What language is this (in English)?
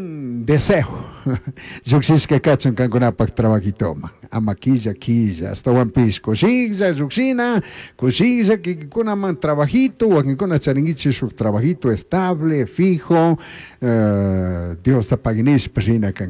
Chimborazo Highland Quichua